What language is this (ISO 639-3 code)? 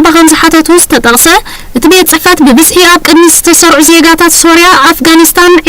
tir